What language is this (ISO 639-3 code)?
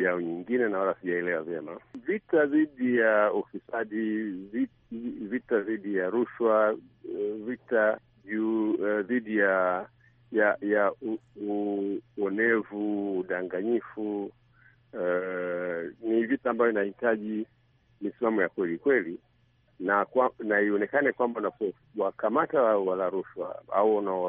swa